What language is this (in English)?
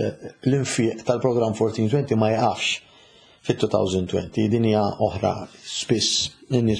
Maltese